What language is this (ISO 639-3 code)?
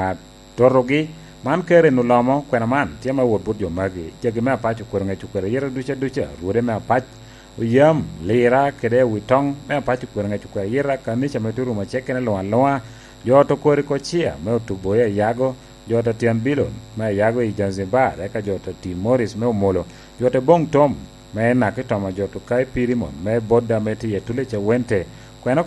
laj